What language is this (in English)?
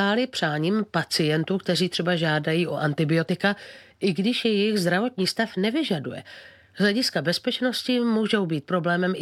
Czech